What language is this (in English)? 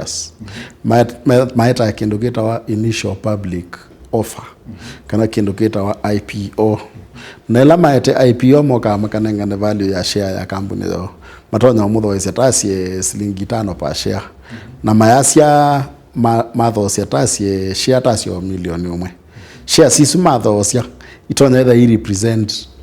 Kamba